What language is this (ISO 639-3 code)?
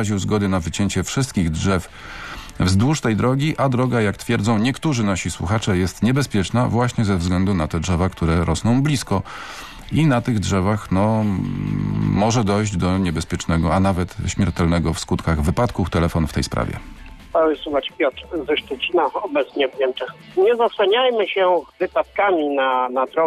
pol